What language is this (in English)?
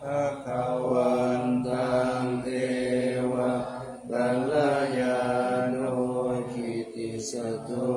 Pali